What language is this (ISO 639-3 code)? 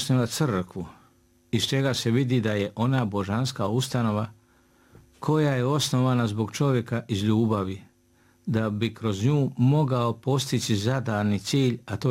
srp